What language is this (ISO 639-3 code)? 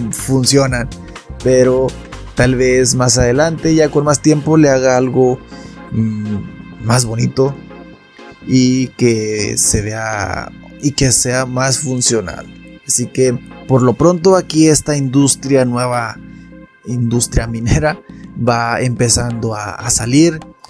spa